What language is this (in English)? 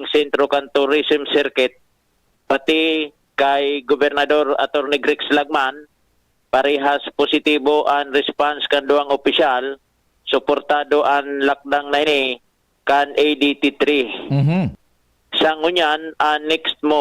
Bikol